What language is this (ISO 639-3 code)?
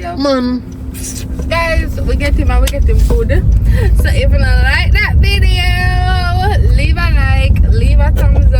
jam